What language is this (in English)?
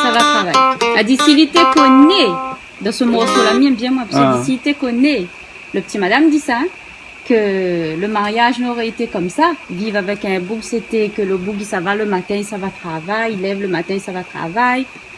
Réunion Creole French